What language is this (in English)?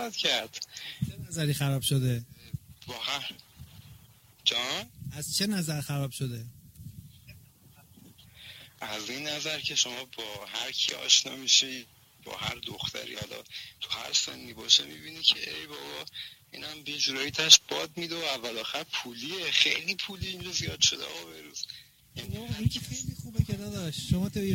Persian